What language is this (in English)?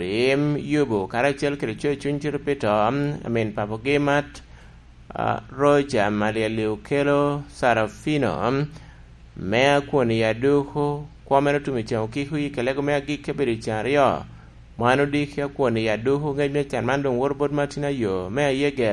Lango (Uganda)